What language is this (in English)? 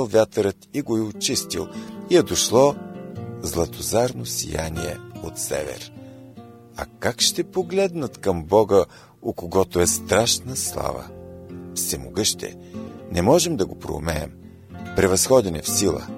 Bulgarian